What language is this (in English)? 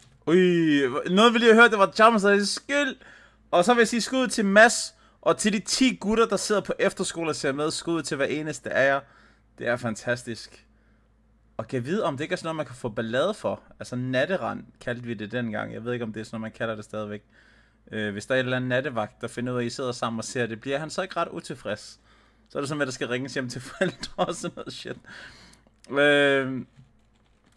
Danish